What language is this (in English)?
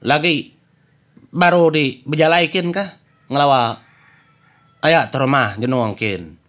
Iban